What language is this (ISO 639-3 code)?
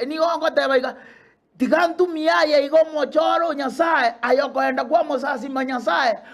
guz